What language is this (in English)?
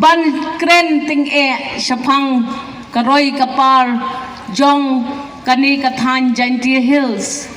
Khasi